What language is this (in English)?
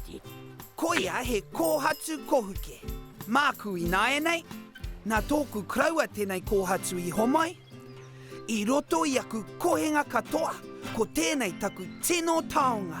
Māori